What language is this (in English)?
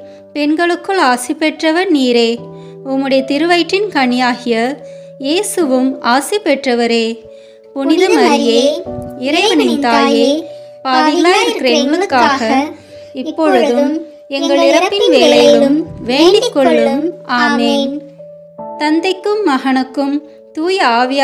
Tamil